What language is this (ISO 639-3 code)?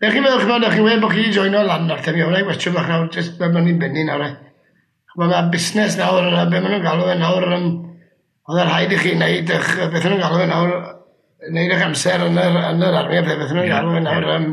cym